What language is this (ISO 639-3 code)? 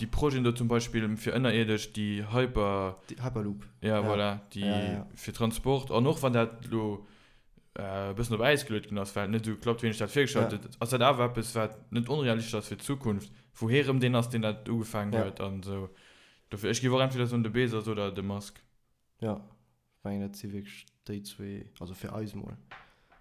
ltz